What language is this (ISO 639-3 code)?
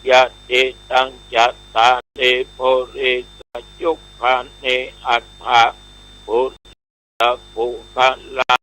pli